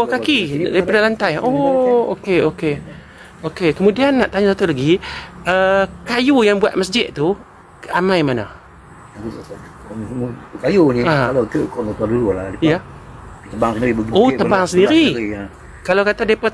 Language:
Malay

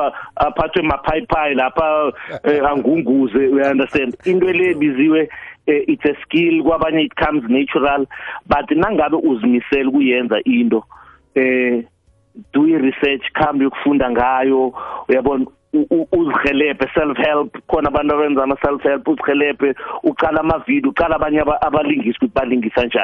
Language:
South Ndebele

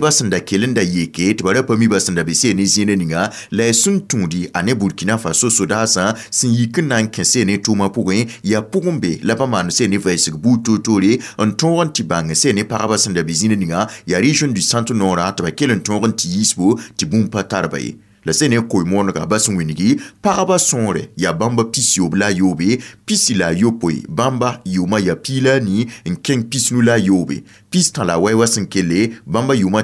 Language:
Mossi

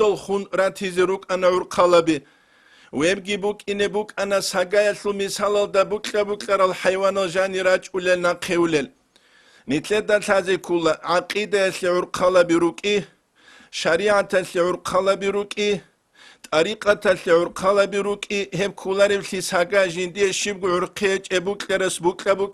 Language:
Avaric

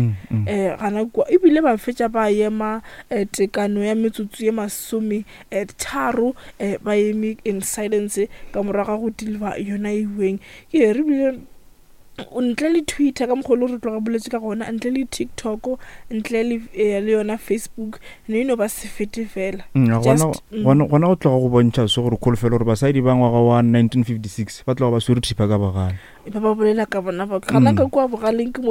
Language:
Northern Sotho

